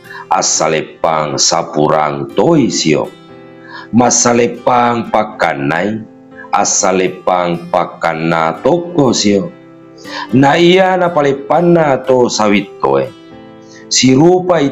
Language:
Buginese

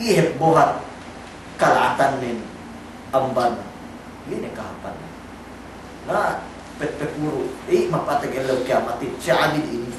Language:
Yakan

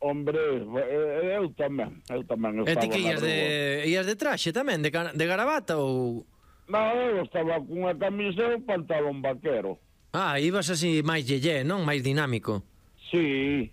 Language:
Galician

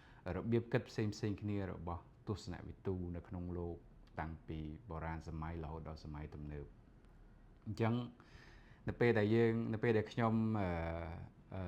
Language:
Khmer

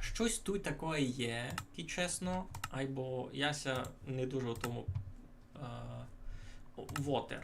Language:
Rusyn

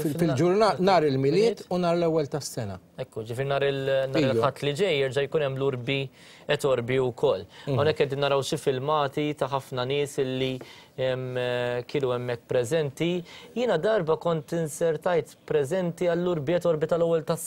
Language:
Maltese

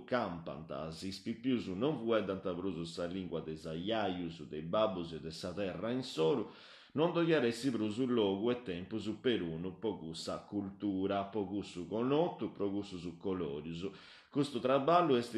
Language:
Sardinian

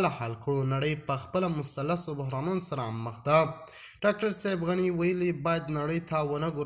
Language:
Pashto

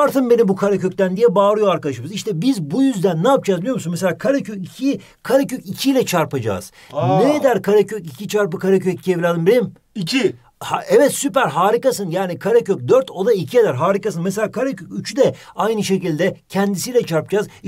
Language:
Turkish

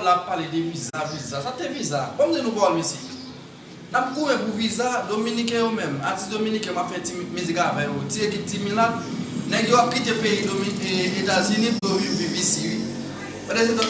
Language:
Haitian Creole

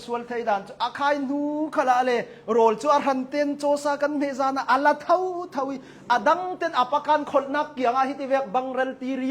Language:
Hakha Chin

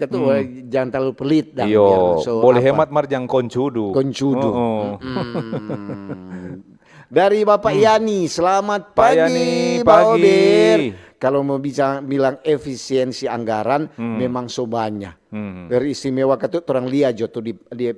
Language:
Manado Malay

